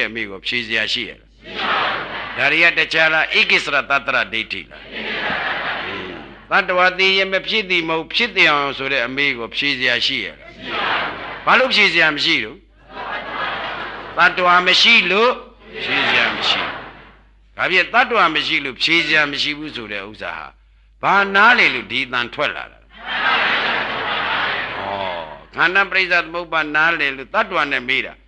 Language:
Burmese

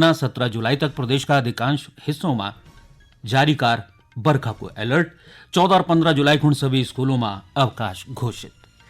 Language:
Garhwali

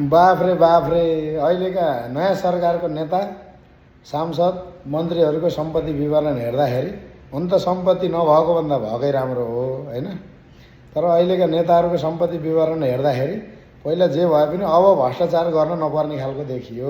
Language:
Nepali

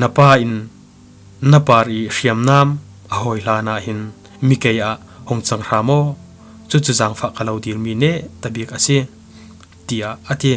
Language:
Falam Chin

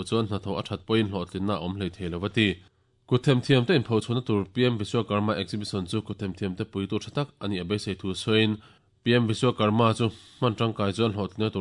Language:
Mizo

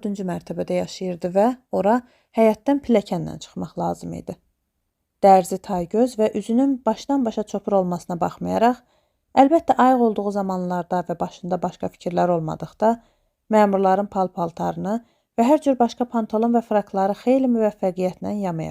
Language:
Azerbaijani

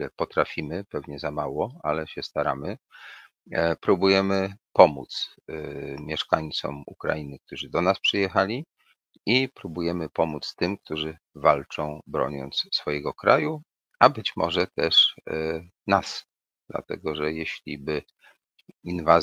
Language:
Polish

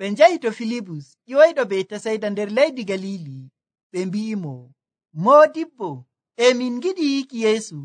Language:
Nigerian Fulfulde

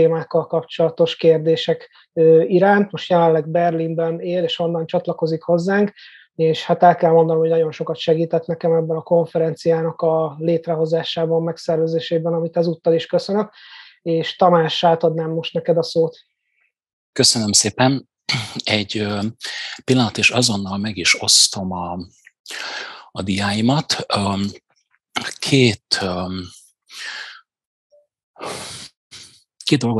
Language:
Hungarian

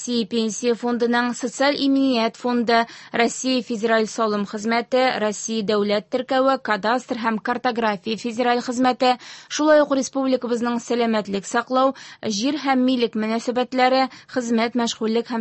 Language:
Tatar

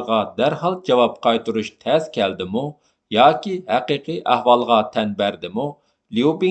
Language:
Uyghur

